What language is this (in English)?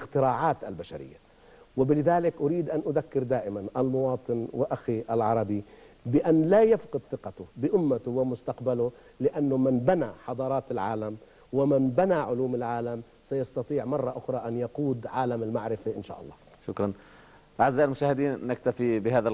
Arabic